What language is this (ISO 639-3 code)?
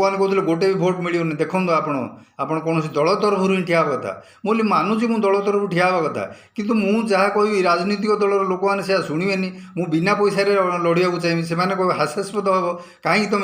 ori